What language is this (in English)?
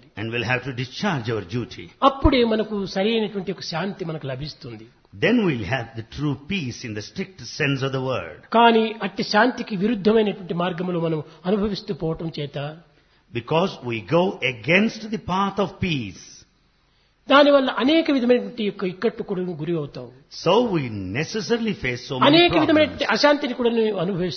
Telugu